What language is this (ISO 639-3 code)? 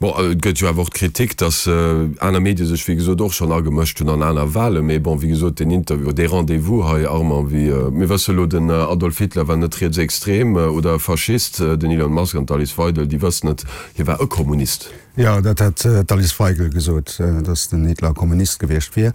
ltz